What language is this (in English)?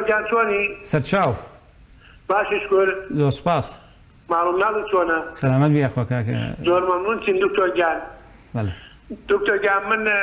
Central Kurdish